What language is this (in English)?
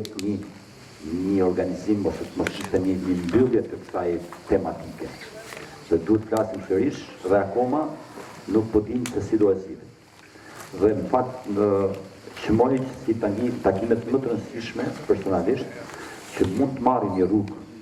Albanian